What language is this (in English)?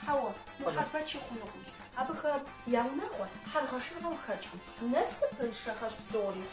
Kabardian